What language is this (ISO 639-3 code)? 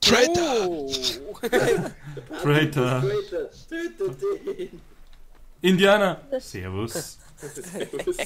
bar